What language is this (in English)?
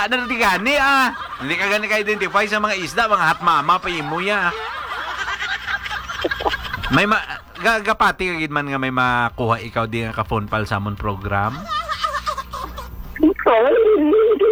Hiligaynon